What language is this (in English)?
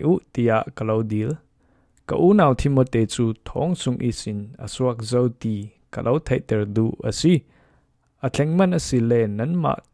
Falam Chin